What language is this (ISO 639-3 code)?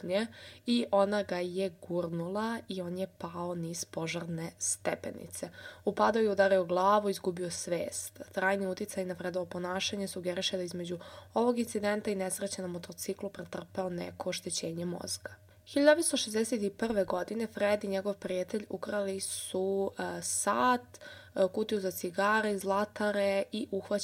srp